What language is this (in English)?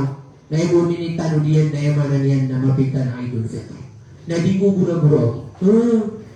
Maranao